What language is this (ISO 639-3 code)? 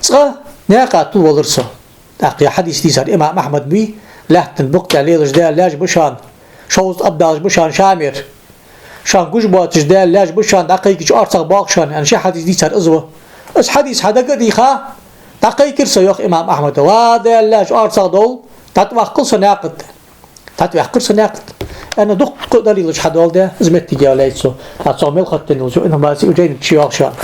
inh